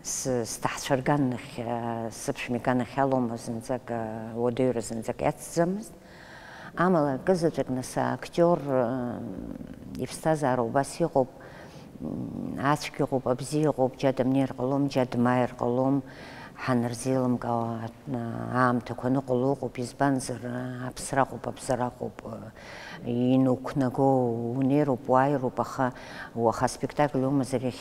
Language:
Abkhazian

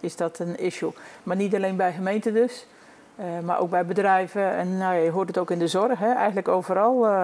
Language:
Dutch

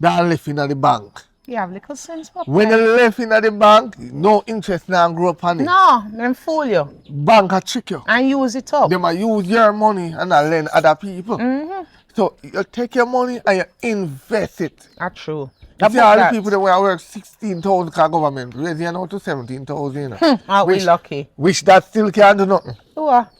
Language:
Jamaican Creole English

